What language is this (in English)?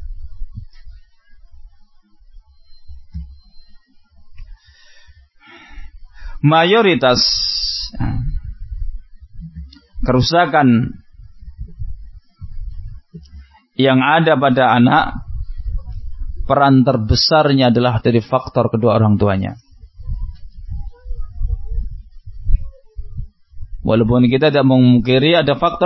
Indonesian